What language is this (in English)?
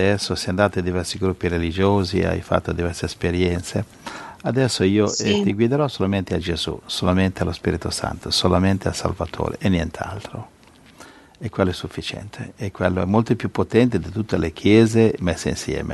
Italian